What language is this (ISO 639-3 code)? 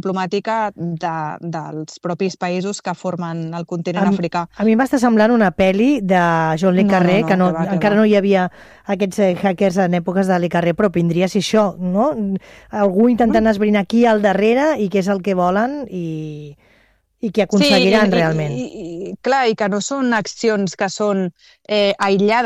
cat